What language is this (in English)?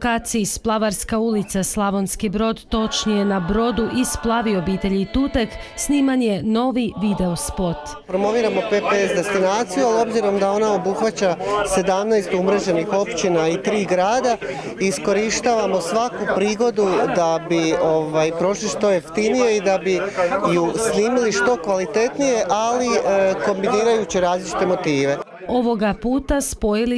Croatian